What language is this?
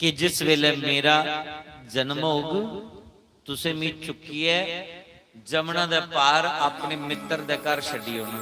Dogri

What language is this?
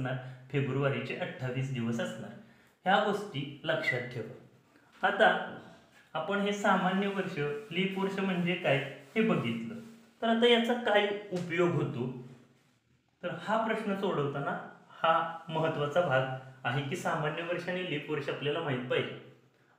Marathi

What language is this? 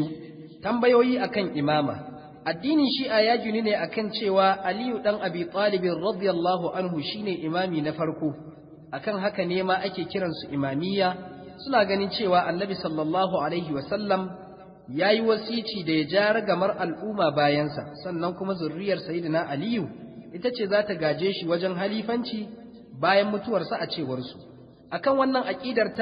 Hausa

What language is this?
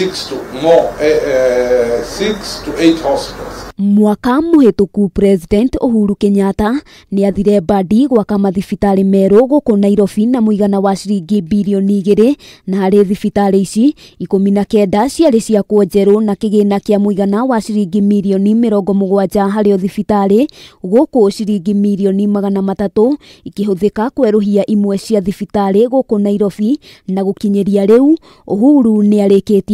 Kikuyu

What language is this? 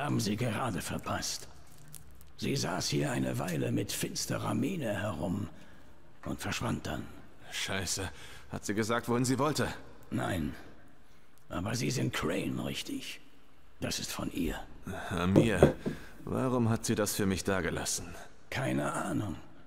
Swiss German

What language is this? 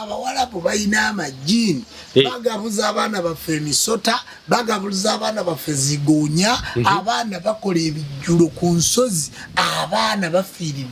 Ganda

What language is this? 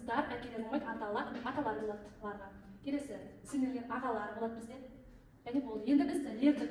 Kazakh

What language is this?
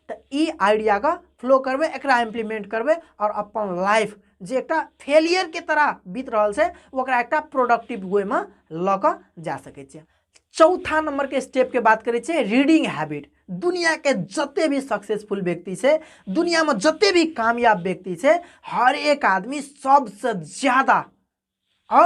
Maithili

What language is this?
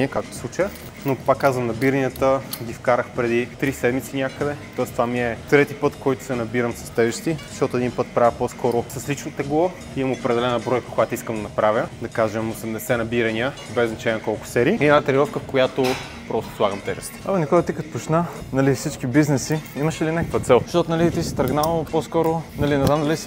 Bulgarian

